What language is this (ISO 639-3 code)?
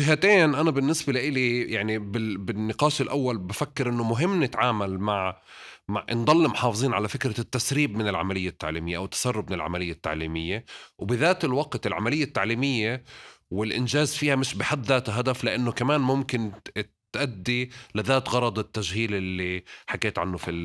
apc